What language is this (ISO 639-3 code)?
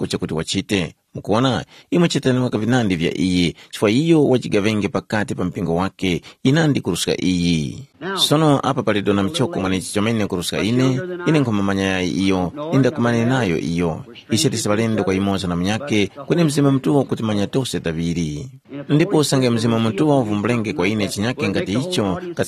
tum